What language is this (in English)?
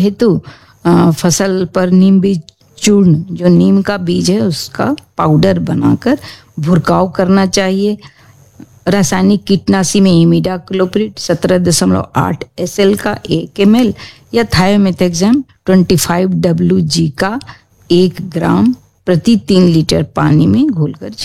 Hindi